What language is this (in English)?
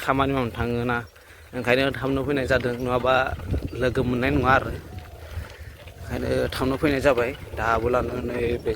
Bodo